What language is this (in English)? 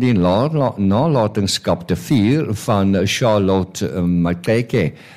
Afrikaans